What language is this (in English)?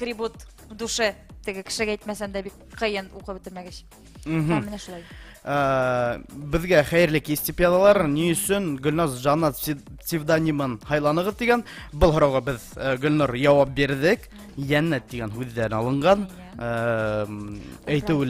Bashkir